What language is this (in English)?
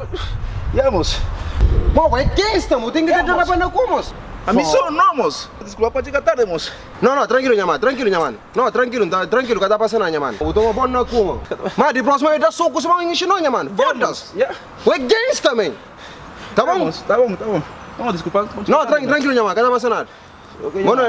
Kabuverdianu